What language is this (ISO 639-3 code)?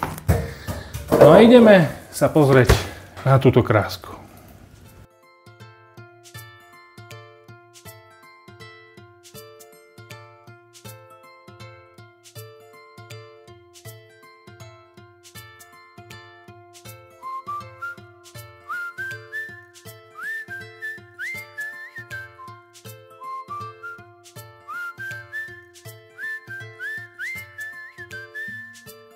slk